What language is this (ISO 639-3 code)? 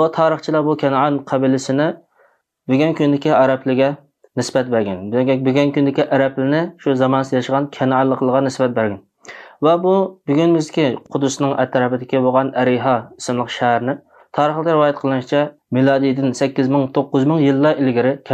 uig